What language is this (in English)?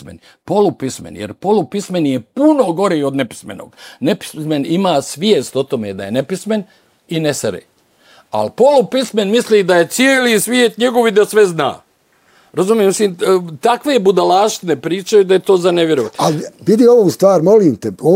Bosnian